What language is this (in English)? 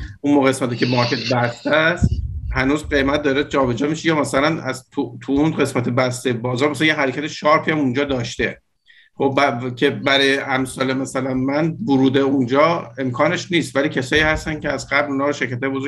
Persian